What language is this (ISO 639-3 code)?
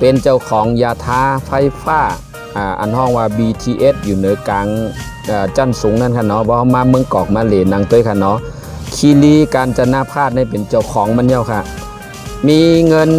shn